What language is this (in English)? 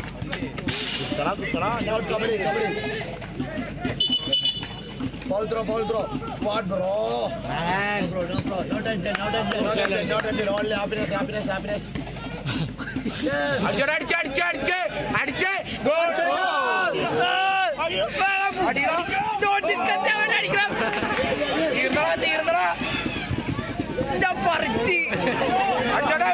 Malayalam